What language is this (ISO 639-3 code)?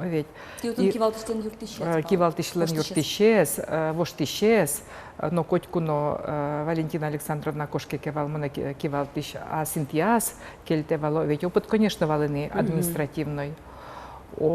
udm